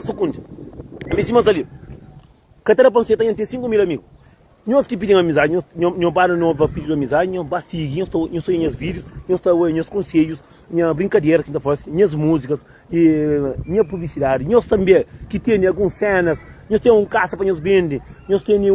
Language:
Kabuverdianu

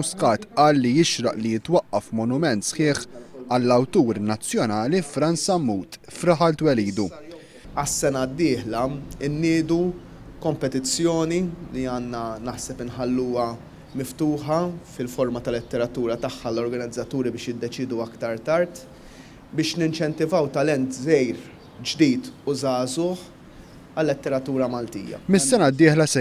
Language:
Maltese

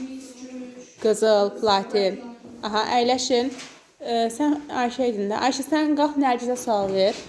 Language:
Azerbaijani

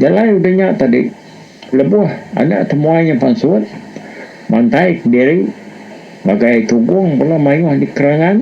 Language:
Iban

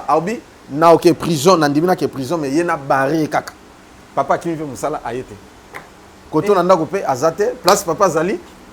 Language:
Lingala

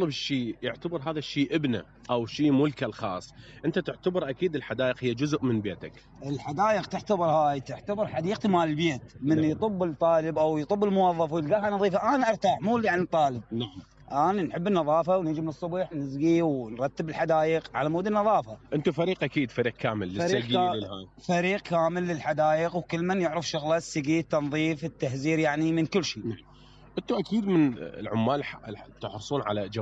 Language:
Mesopotamian Arabic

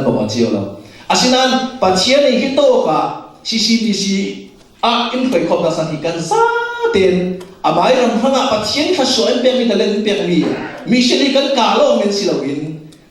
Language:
Falam Chin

